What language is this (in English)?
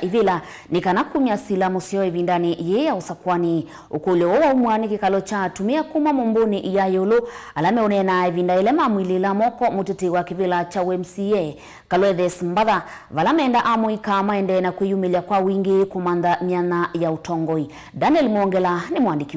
Kamba